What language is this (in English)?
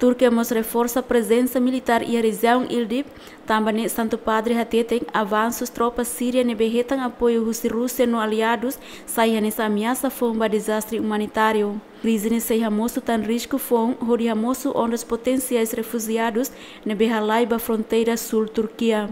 Tetum